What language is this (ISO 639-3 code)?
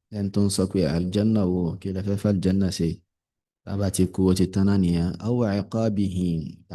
yor